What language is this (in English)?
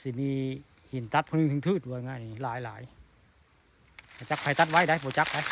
Northeastern Thai